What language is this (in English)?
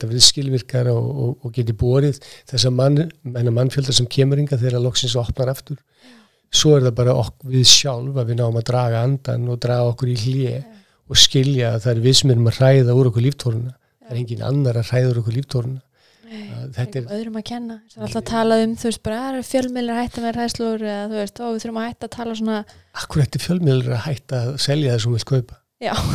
Icelandic